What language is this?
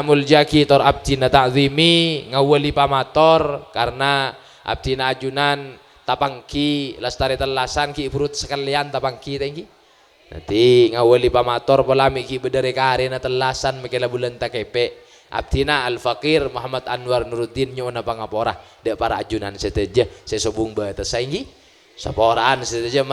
Madurese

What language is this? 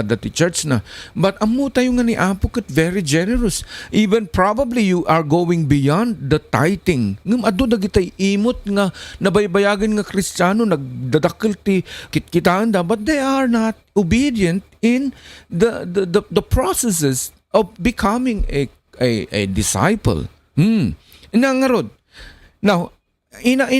Iloko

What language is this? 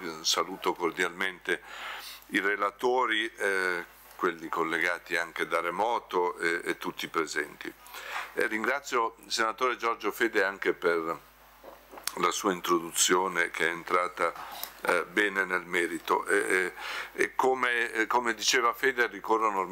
Italian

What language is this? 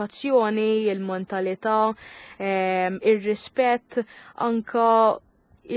Maltese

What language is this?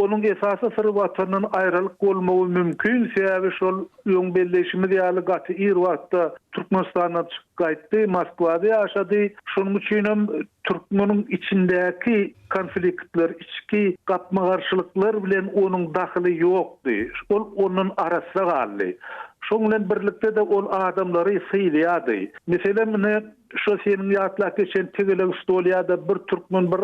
Turkmen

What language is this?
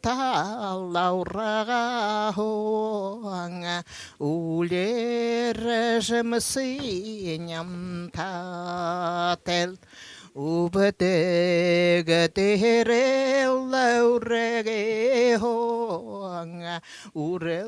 Buriat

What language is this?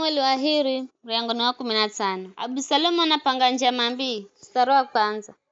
Giryama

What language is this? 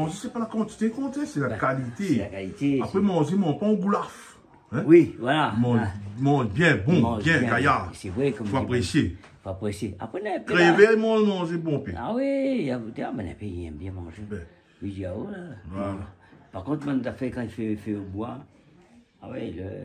Réunion Creole French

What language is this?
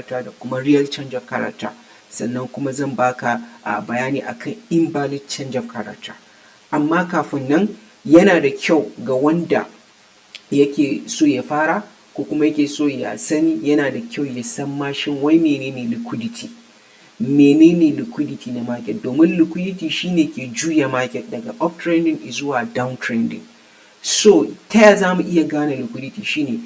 Hausa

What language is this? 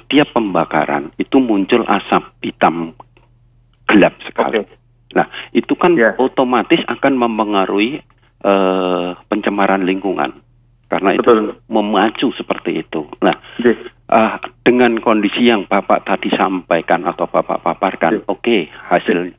Indonesian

